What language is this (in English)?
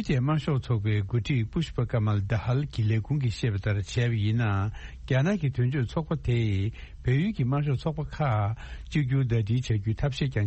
Tibetan